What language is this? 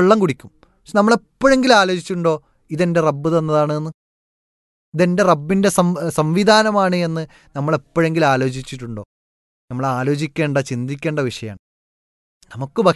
Malayalam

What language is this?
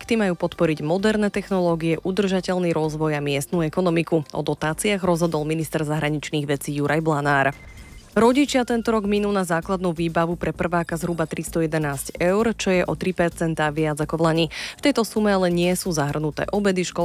Slovak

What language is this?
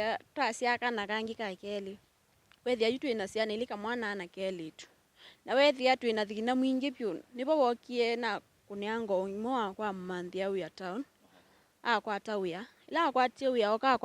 Kamba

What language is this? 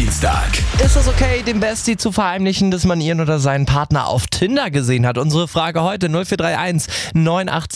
German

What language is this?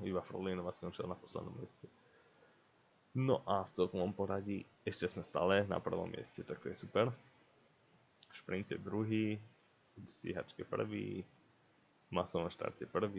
Slovak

